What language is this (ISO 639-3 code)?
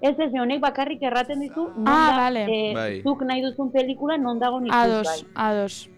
eus